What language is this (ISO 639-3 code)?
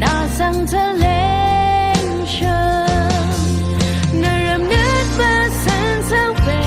raw